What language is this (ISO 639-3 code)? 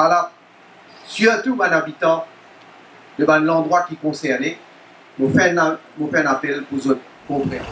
mfe